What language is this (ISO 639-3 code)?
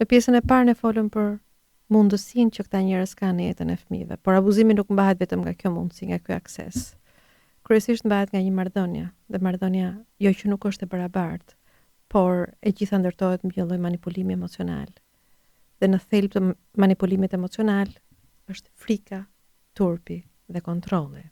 sqi